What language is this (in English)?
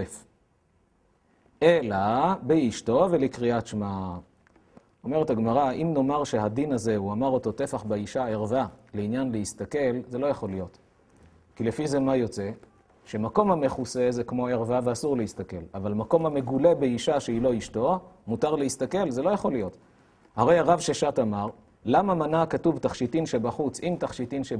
Hebrew